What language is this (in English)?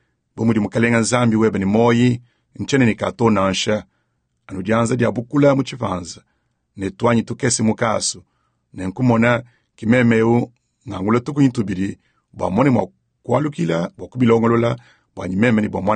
Luba-Lulua